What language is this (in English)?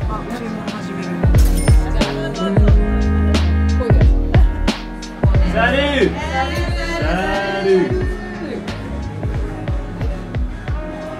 Japanese